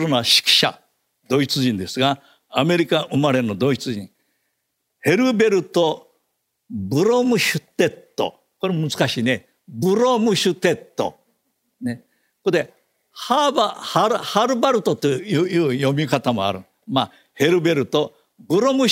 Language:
Japanese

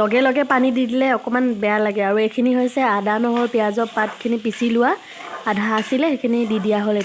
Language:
Assamese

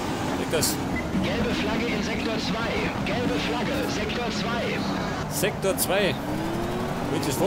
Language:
Bavarian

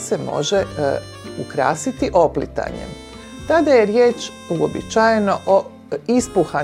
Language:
Croatian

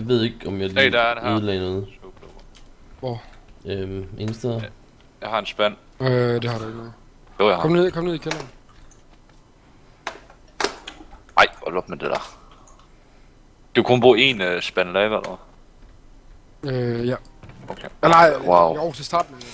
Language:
Danish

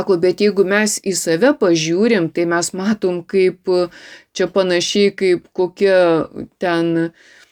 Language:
Lithuanian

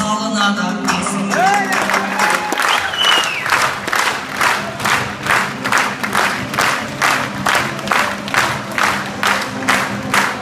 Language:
Kazakh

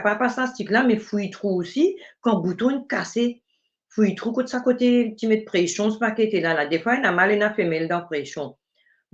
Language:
Morisyen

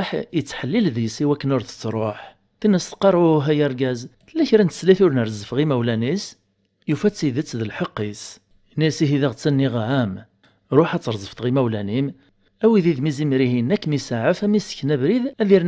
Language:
Kabyle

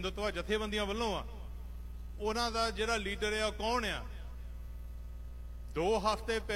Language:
Punjabi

